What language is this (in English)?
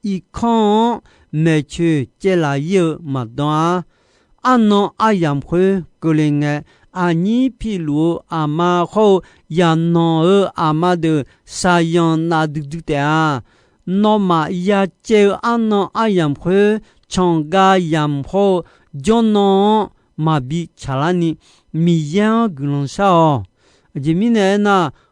Akha